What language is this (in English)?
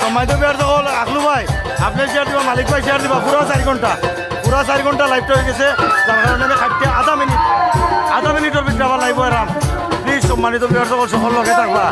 Sylheti